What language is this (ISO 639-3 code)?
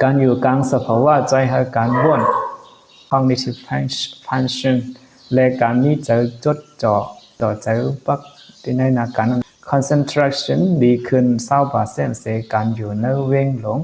shn